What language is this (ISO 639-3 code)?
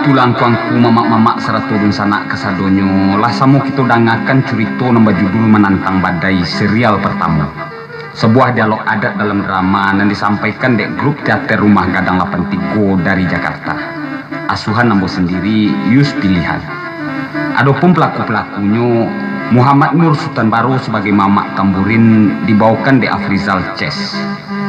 min